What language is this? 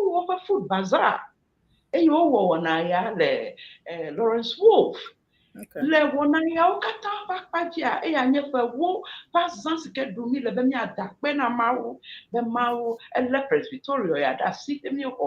Ewe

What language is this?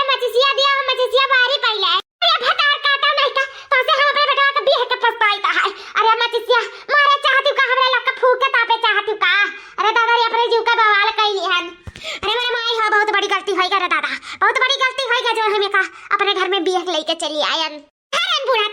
Awadhi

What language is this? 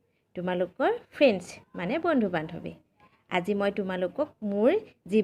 Assamese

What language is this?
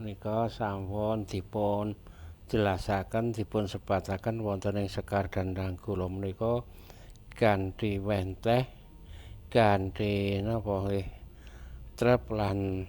Javanese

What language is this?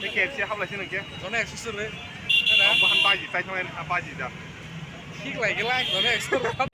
Kok Borok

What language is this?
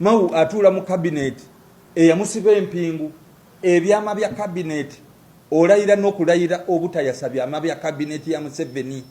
Ganda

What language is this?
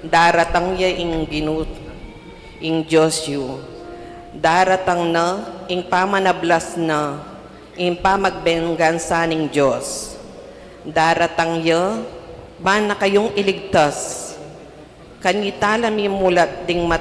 Pampanga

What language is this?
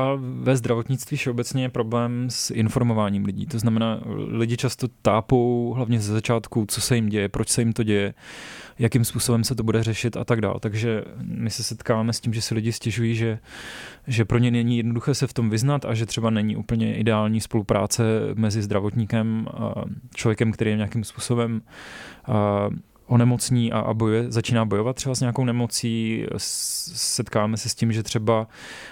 Czech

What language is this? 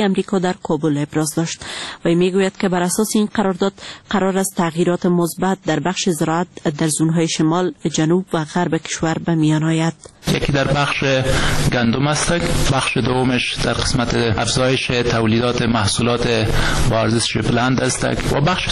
Persian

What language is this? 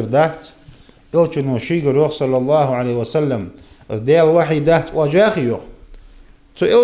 Ingush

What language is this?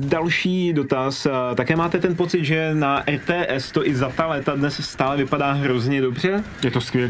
Czech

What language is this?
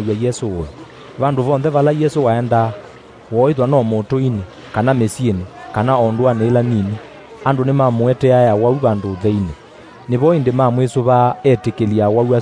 Kamba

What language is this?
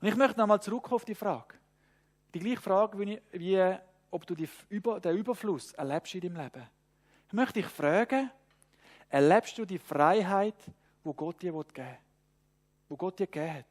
Swiss German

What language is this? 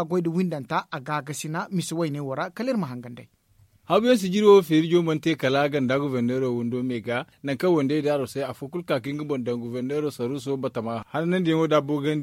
Zarma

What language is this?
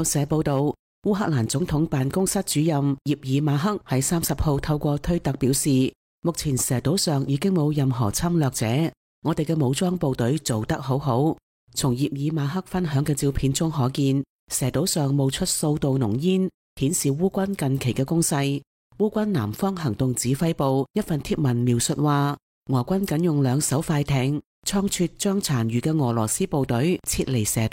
Cantonese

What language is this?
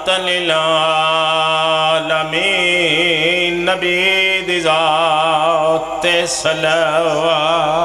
Pahari-Potwari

